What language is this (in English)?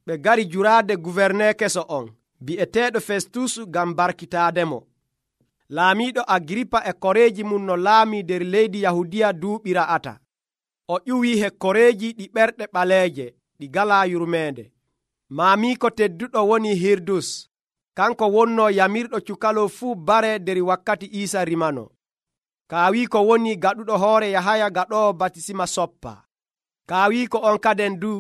Nigerian Fulfulde